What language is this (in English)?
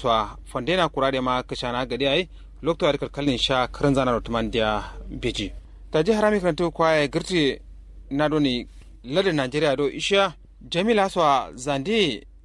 Kanuri